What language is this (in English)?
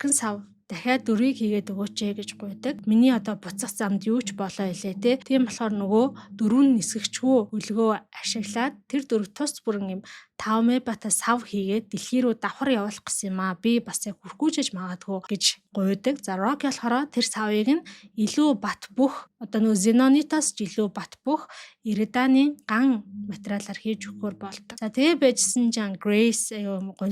Mongolian